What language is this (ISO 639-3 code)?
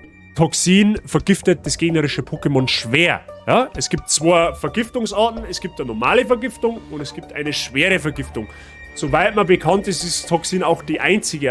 bar